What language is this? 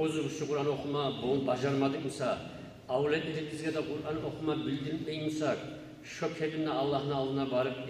Kumyk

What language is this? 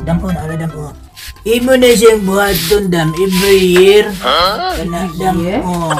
Cebuano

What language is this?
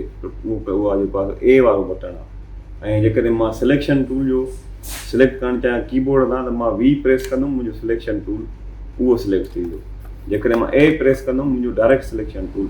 Sindhi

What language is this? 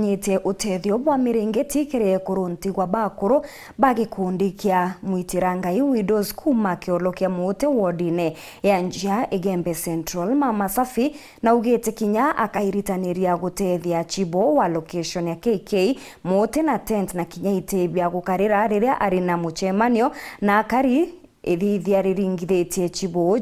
Meru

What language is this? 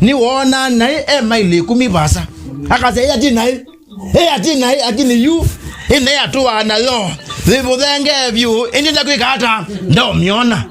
Kamba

